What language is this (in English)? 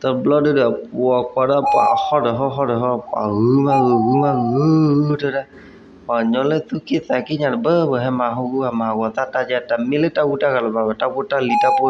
S'gaw Karen